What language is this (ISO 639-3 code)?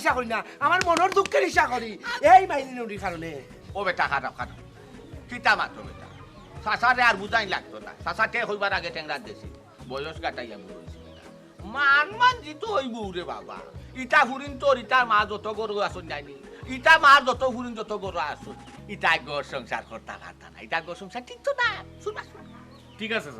syl